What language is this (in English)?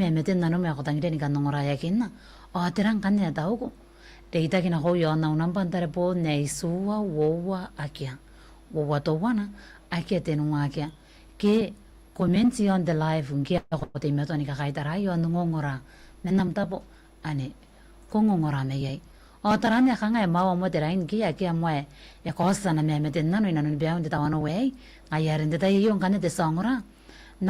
Gilbertese